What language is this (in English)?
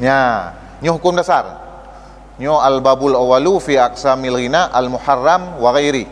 Achinese